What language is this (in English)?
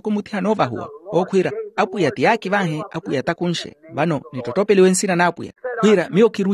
Makhuwa